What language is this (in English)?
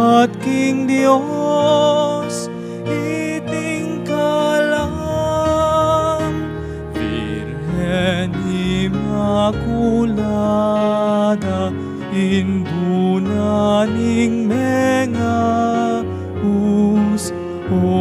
Pampanga